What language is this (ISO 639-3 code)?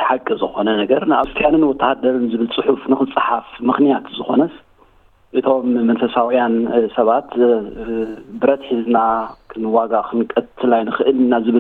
tir